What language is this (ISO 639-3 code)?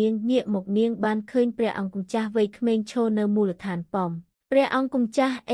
khm